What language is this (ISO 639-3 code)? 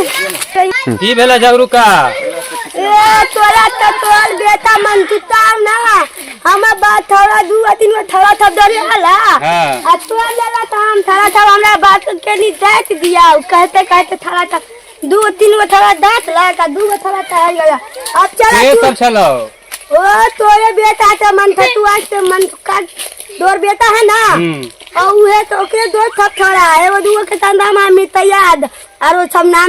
mai